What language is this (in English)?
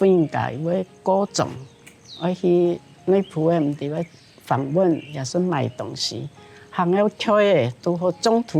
Hakka Chinese